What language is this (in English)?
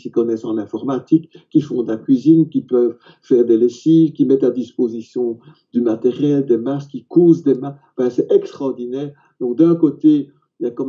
French